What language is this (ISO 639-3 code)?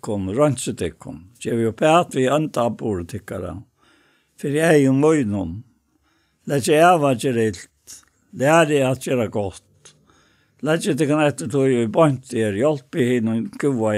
fao